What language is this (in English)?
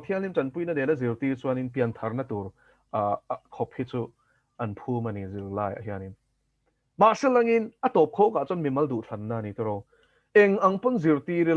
Mizo